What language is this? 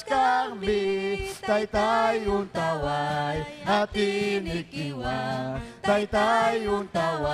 Ayacucho Quechua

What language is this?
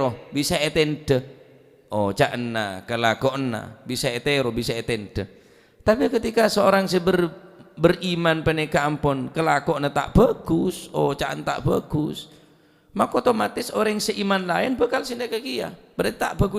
Madurese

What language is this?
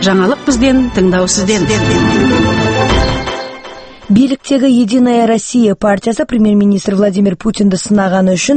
Kazakh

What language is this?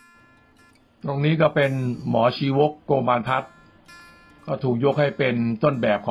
Thai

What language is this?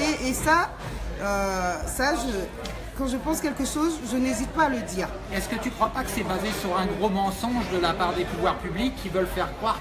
French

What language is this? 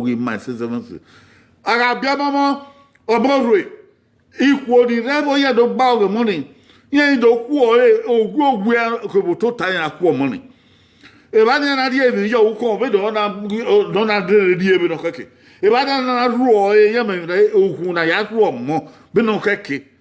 Bini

